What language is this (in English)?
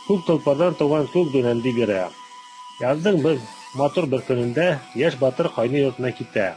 Bashkir